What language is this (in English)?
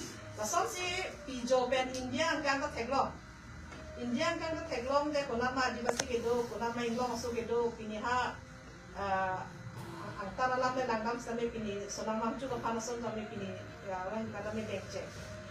Karbi